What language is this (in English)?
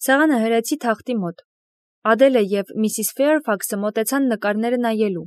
Armenian